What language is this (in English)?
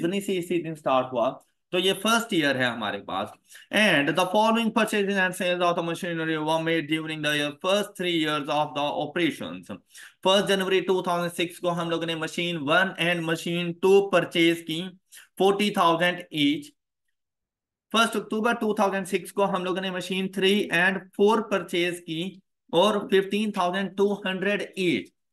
Hindi